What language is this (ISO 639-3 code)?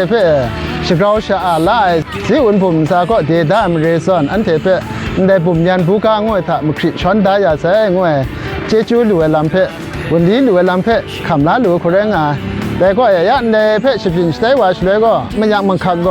kac